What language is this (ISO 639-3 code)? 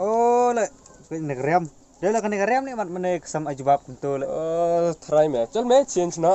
kha